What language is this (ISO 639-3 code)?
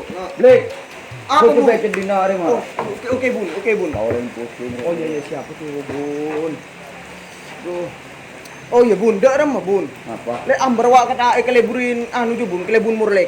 mad